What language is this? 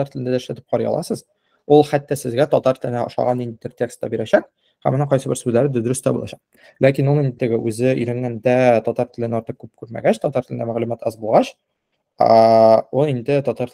Tatar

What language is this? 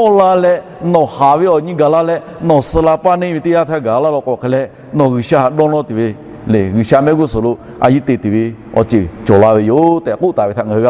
Lahu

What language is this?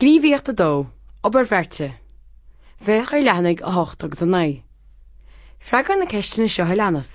Irish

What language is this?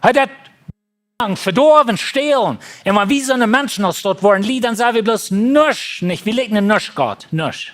Plautdietsch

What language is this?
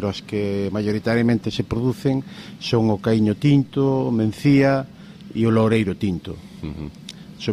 Galician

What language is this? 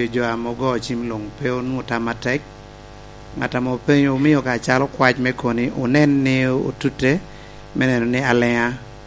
Lango (Uganda)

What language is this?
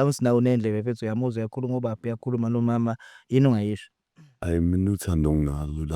Zulu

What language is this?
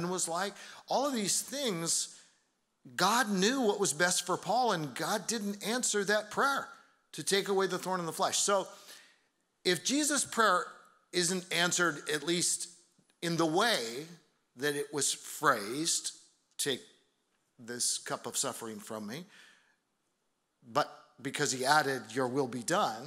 English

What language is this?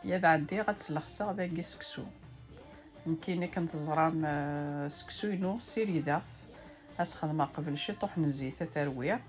Kabyle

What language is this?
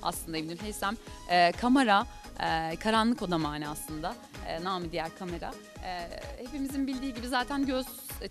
Turkish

